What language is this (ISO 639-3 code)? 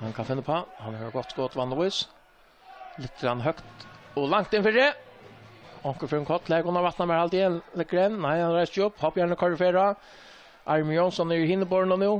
fao